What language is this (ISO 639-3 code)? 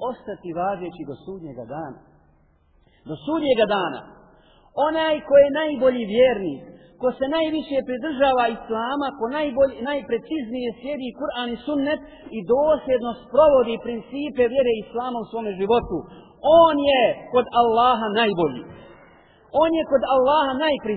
bos